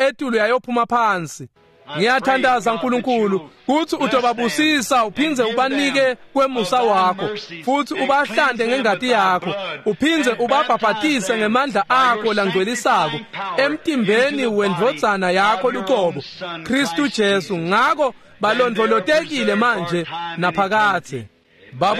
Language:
Swati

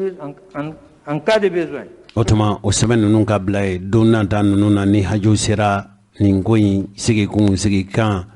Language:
Bambara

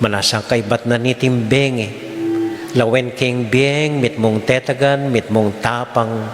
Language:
Pampanga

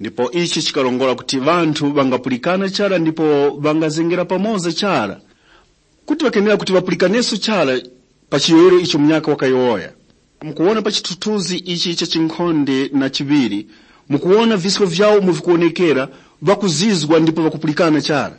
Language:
Tumbuka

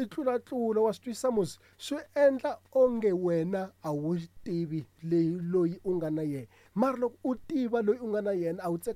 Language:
Tsonga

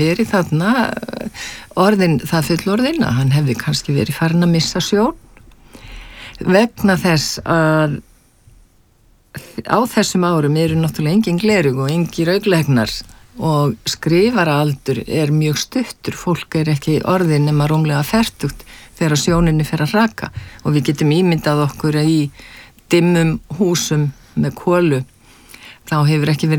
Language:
Icelandic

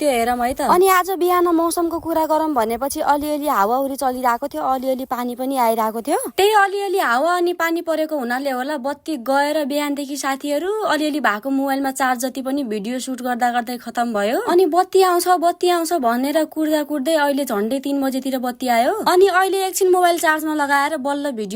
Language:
Nepali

